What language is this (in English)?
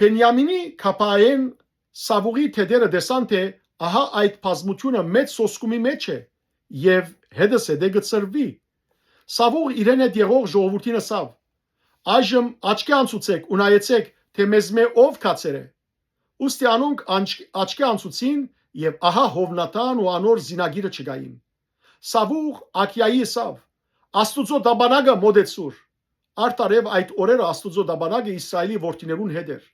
Western Armenian